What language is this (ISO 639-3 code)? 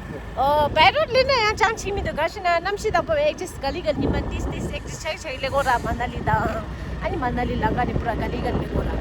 bod